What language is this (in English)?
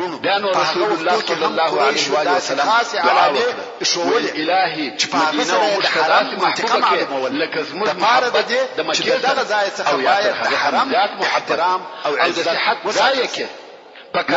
Pashto